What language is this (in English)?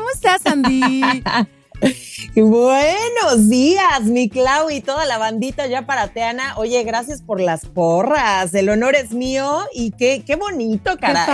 Spanish